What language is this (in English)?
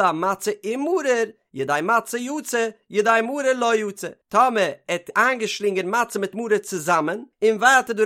Yiddish